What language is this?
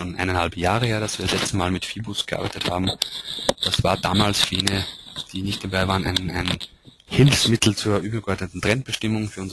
German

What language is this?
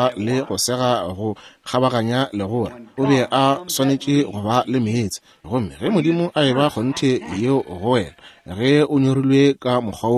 Northern Sotho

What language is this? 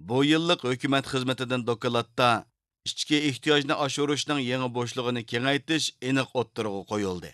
Uyghur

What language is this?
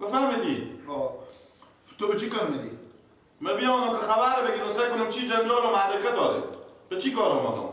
Persian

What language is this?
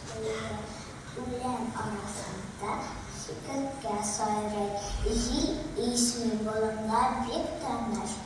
Tatar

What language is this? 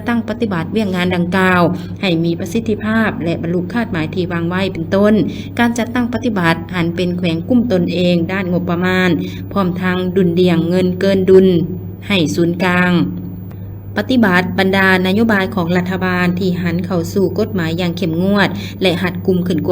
Lao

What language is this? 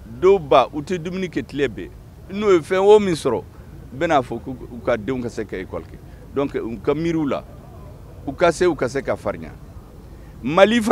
Bambara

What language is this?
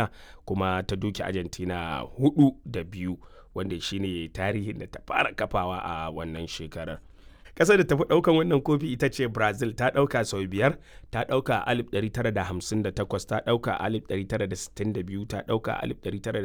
Hausa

